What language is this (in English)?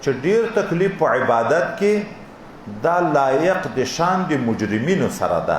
Pashto